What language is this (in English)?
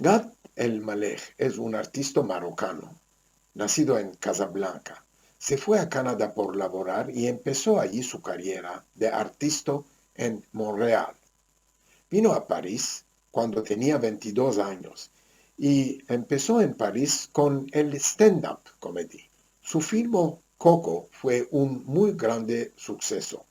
Ladino